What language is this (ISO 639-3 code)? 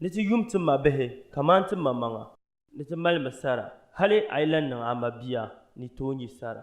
dag